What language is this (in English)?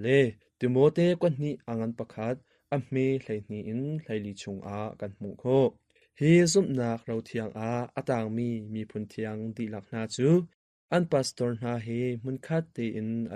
Hakha Chin